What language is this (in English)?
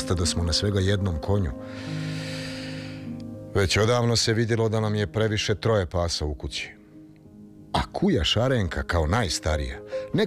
Croatian